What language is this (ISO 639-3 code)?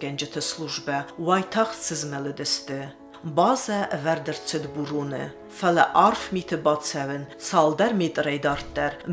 oss